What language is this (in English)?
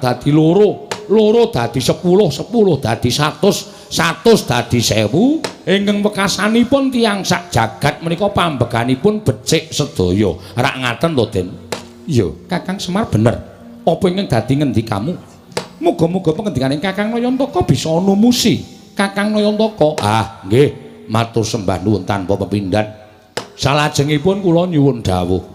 Javanese